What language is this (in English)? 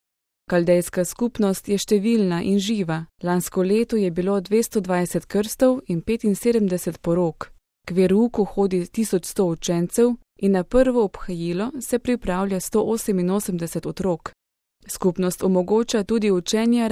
Slovenian